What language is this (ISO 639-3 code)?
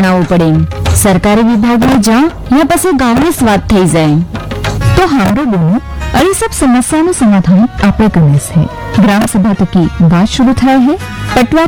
guj